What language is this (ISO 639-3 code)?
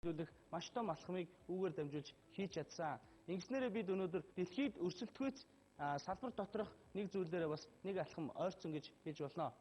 mon